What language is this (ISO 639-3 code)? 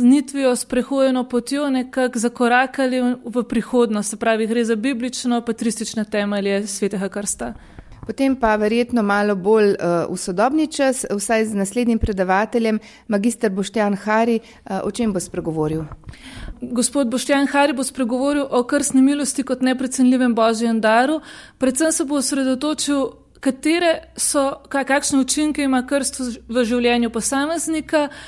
slv